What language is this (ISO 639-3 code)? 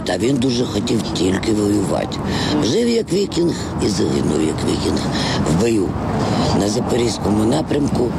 ukr